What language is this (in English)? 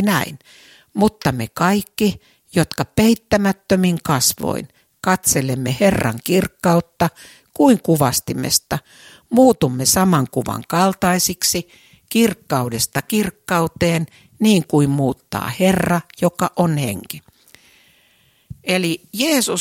Finnish